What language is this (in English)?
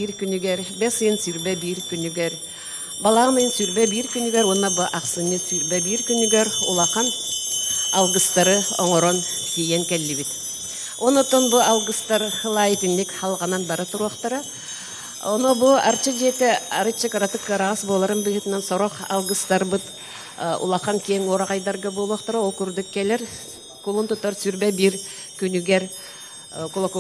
Yakut